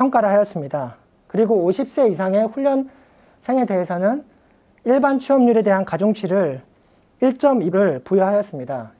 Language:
Korean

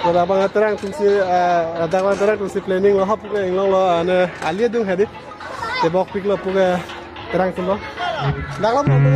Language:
Karbi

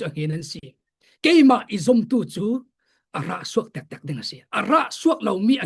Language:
Falam Chin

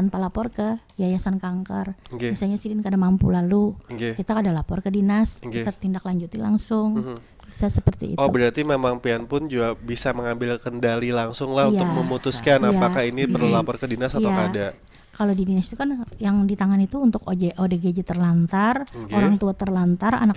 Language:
Banjar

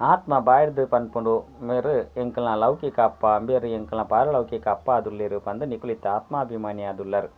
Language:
Tulu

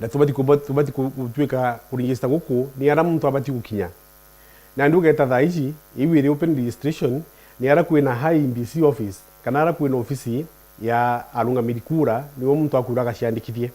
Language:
Meru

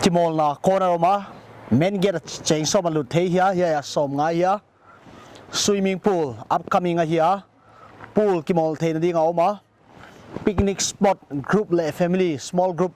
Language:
Paite Chin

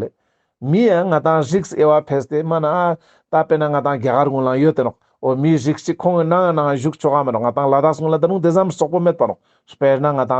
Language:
Ladakhi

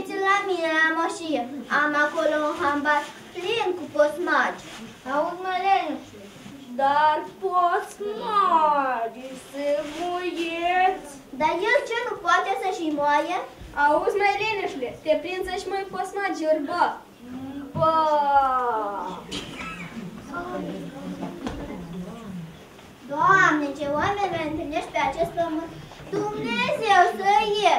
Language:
Romanian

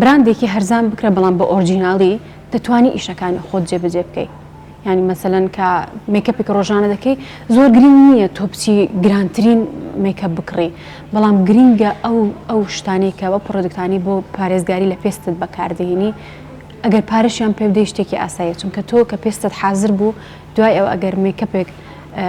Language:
Central Kurdish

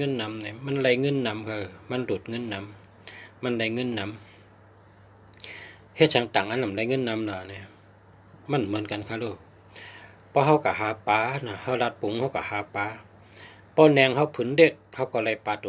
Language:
Shan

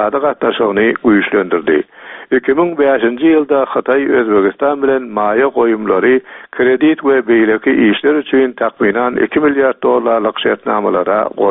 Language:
Turkmen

